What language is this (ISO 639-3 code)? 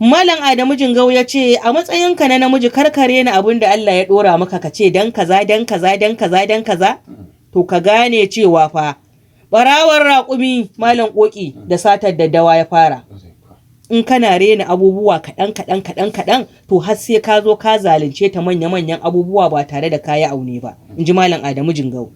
hau